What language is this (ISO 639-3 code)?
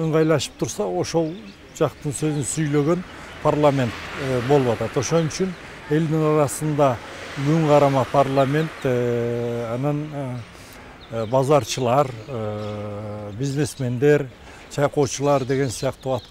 kir